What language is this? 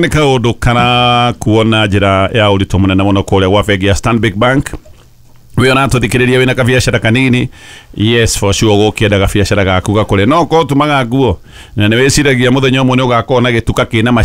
Kikuyu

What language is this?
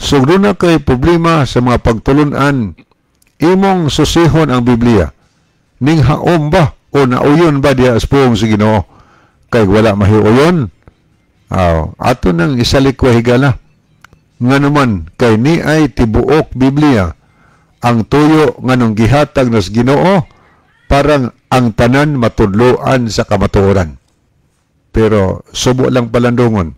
Cebuano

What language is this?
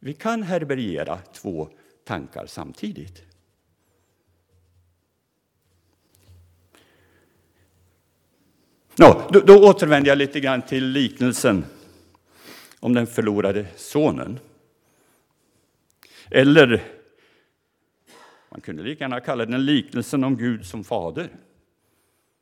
Swedish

